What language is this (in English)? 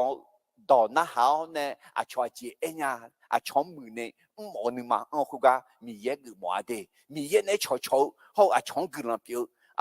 Akha